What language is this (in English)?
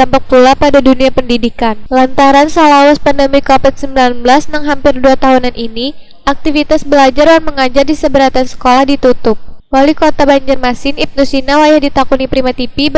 Banjar